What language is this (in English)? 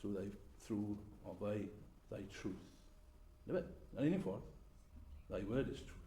Welsh